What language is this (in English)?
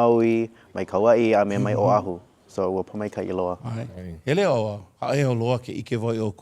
Hawaiian